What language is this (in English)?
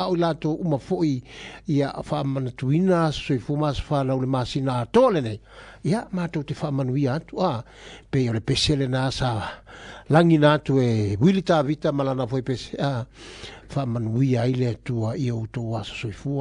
Samoan